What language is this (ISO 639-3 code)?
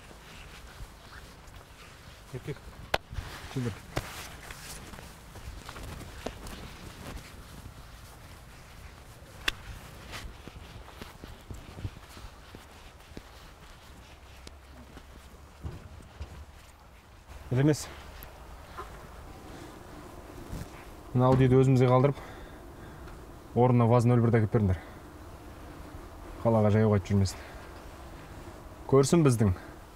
kaz